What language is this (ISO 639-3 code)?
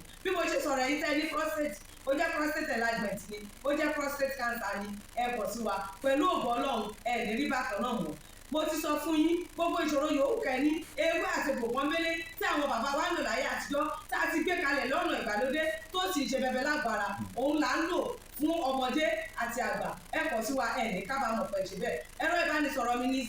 yor